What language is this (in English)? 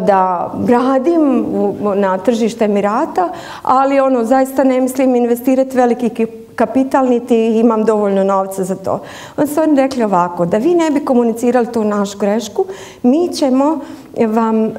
Bosnian